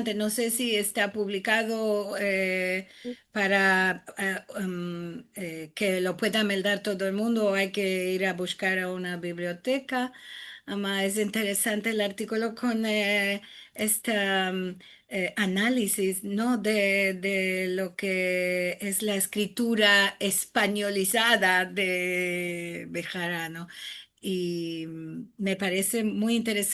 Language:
Ladino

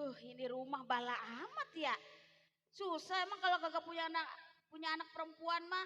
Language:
Betawi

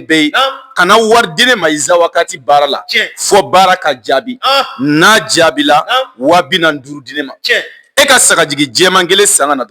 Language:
Bambara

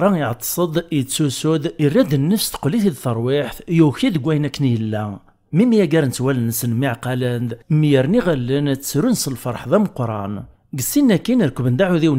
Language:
Kabyle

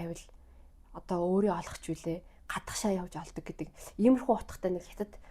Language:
Mongolian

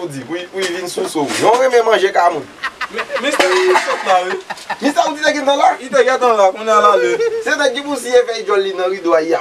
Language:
Haitian Creole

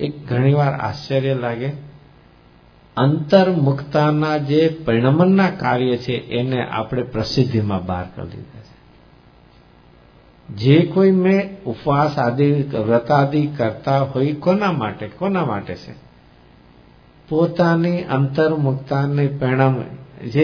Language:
Gujarati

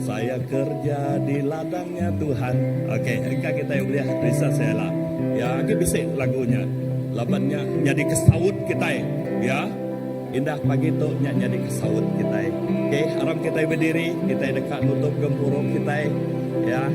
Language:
Iban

